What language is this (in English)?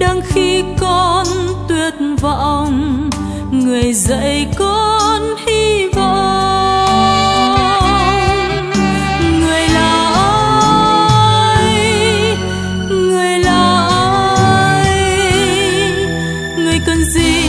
Vietnamese